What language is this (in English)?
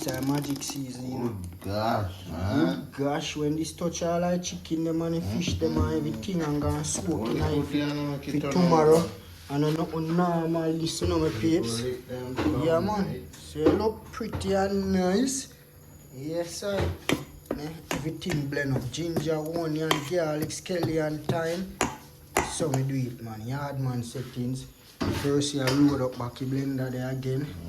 Jamaican Creole English